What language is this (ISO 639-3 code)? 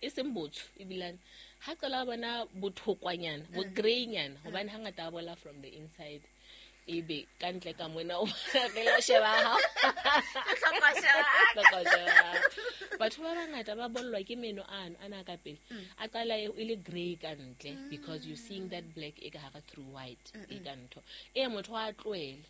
sot